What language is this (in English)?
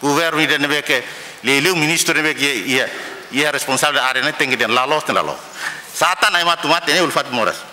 Tetum